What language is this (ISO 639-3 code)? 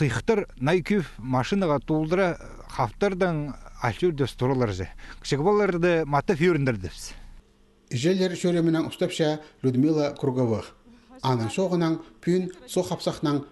kjh